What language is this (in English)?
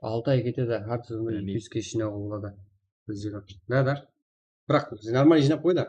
Kara-Kalpak